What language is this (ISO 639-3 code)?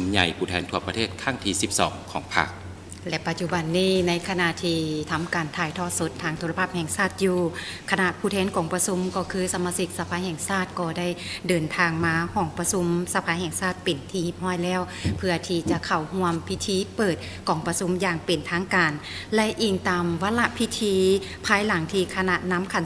lao